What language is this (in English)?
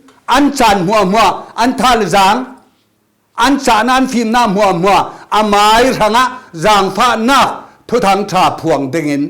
Falam Chin